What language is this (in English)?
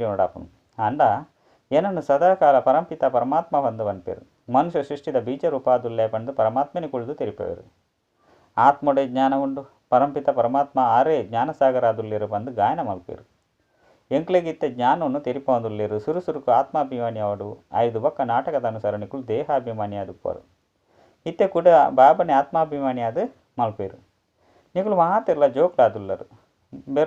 Tulu